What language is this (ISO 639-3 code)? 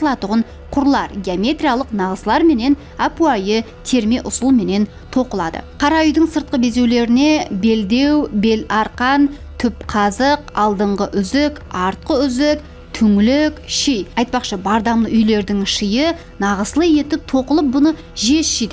kaa